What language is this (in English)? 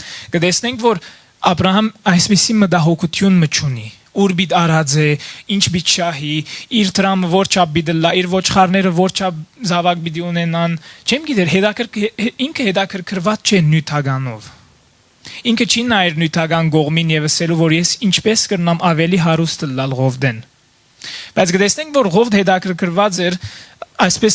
Western Armenian